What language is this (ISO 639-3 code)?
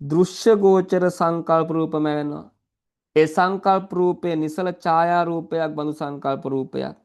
sin